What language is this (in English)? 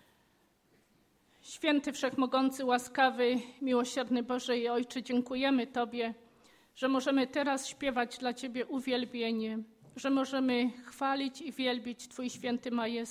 Polish